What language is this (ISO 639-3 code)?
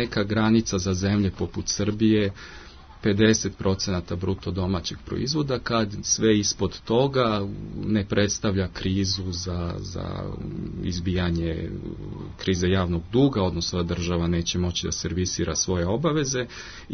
srp